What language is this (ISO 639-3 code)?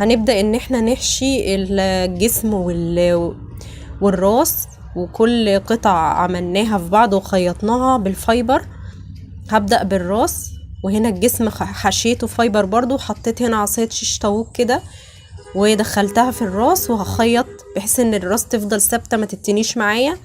arz